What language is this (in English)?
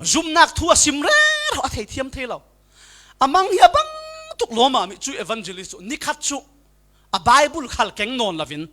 Falam Chin